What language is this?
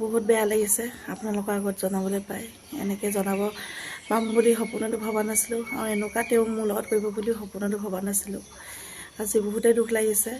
Assamese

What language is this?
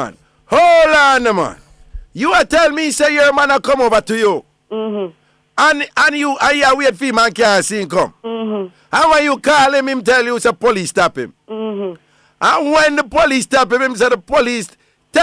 Jamaican Creole English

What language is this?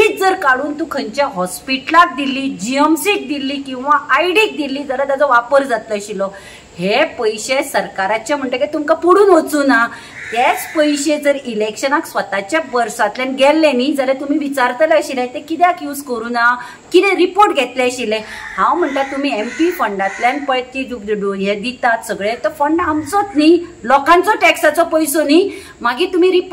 Konkani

